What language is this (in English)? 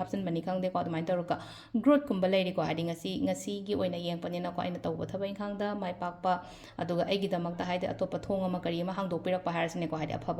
Manipuri